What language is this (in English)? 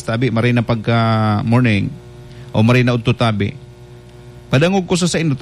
Bikol